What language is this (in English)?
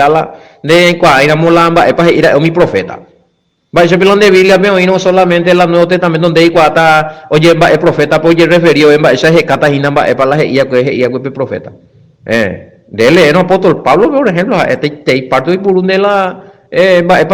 Guarani